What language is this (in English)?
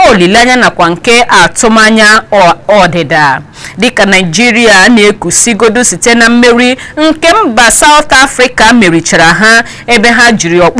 Igbo